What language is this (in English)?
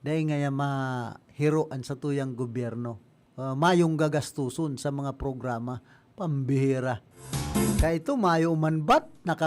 Bikol